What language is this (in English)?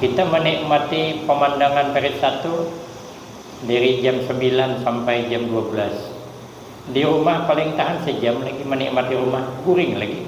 Banjar